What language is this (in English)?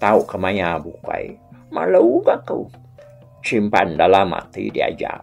Iban